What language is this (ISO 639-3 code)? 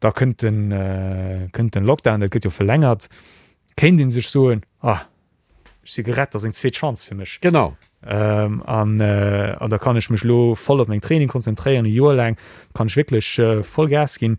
ltz